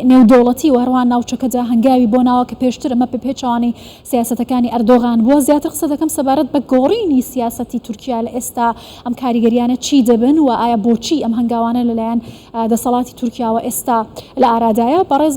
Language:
Central Kurdish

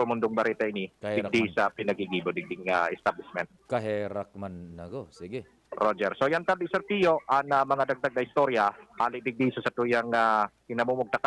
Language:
Bikol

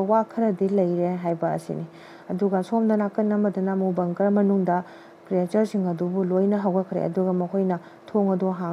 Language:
Manipuri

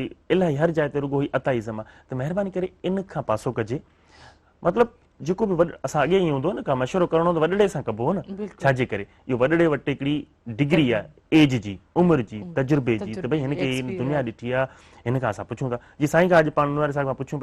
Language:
Sindhi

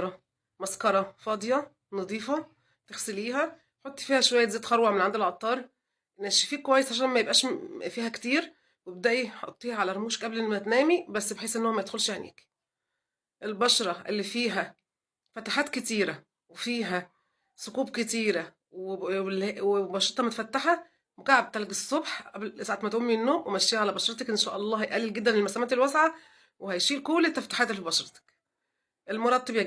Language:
Egyptian Arabic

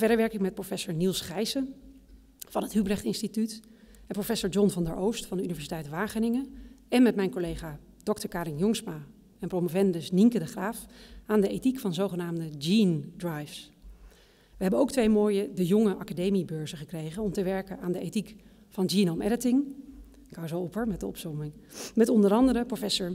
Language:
Dutch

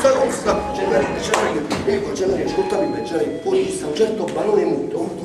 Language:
Neapolitan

